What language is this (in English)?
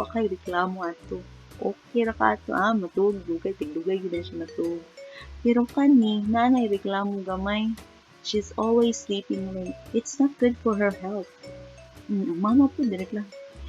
Cebuano